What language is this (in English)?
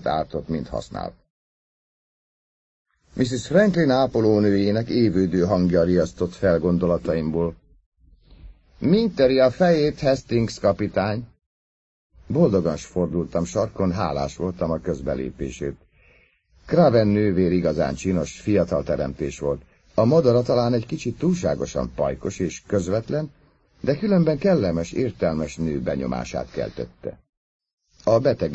Hungarian